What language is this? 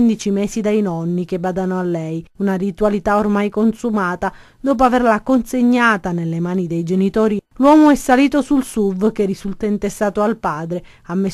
Italian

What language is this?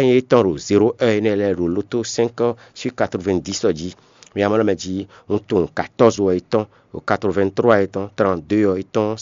Fon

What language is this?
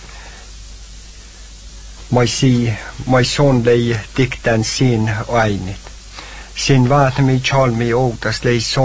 Norwegian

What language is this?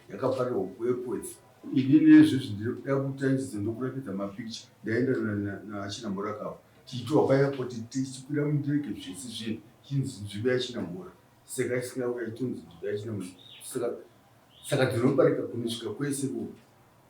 Shona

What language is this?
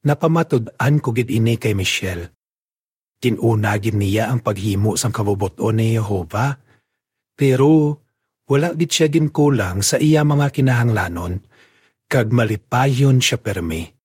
Hiligaynon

